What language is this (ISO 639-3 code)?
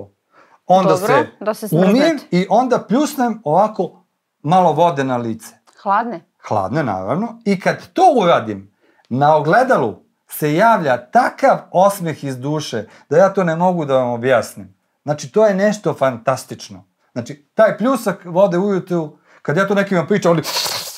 srp